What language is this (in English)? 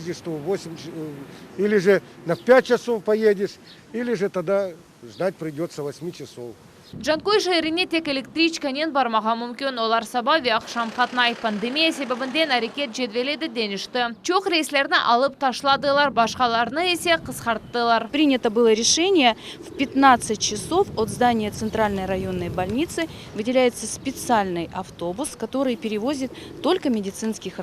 Crimean Tatar